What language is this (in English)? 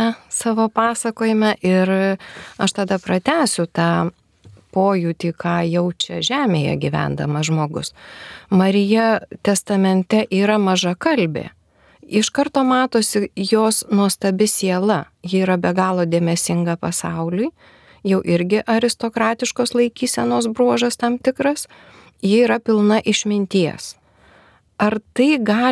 Lithuanian